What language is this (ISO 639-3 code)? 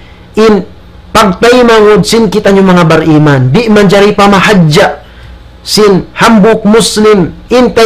tsg